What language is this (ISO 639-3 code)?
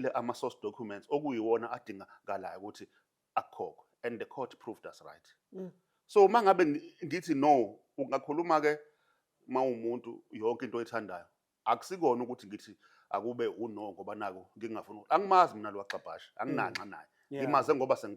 zul